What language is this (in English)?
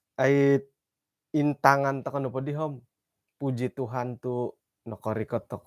Central Dusun